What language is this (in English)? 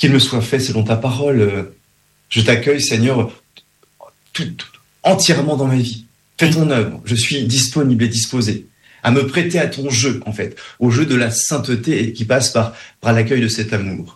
French